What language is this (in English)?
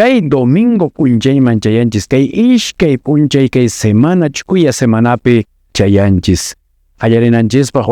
Quechua